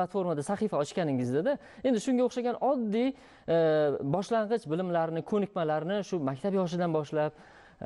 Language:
Uzbek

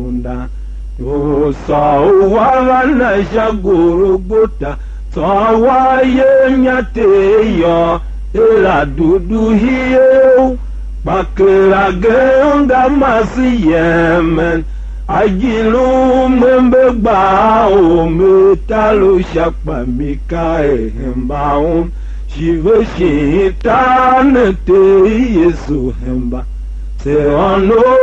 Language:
Tiv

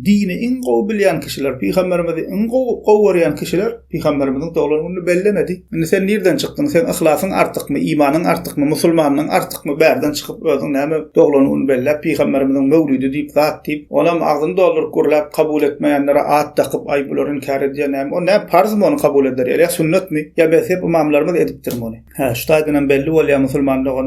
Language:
Turkmen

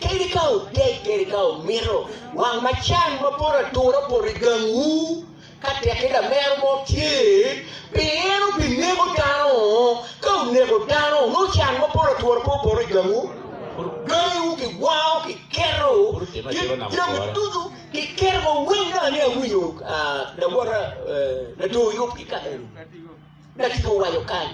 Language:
Acoli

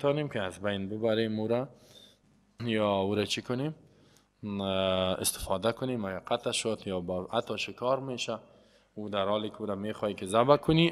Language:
Persian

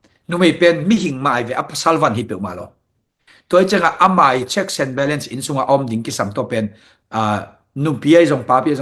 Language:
Tedim Chin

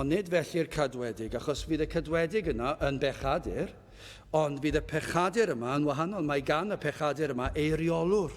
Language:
Welsh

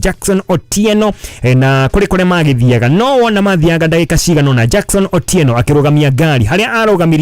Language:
Kikuyu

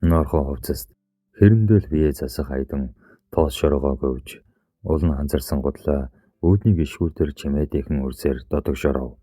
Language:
Mongolian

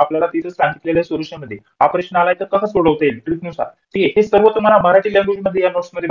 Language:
Marathi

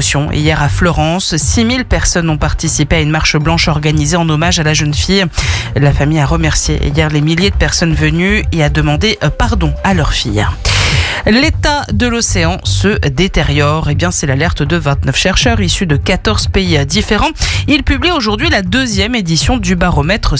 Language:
French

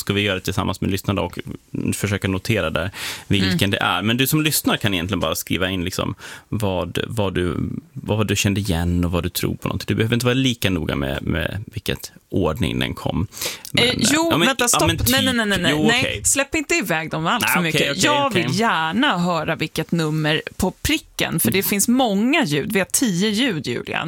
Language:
Swedish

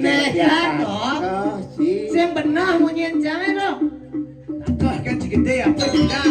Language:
Balinese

